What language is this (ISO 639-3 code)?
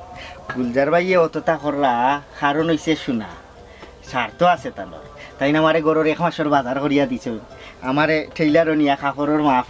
syl